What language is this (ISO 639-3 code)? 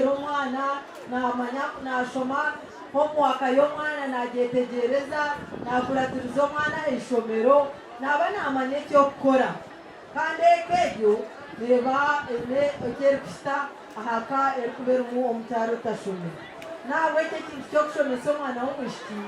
nyn